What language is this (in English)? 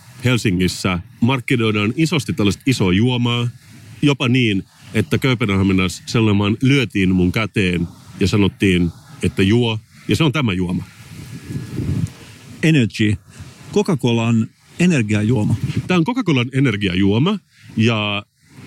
Finnish